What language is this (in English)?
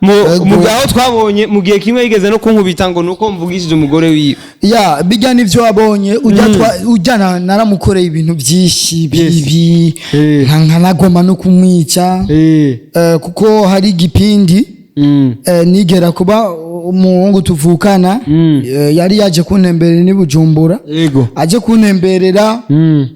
Rundi